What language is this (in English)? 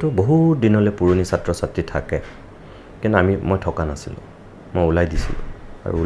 Assamese